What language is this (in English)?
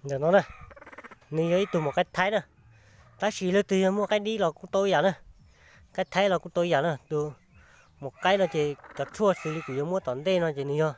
Hmong